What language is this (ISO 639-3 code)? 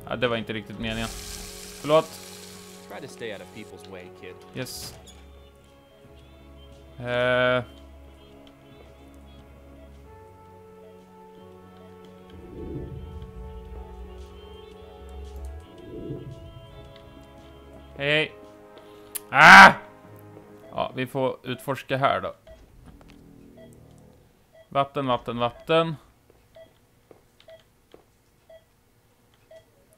swe